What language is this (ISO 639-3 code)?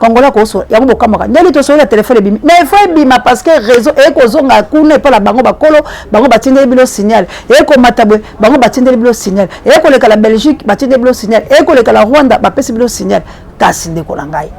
lin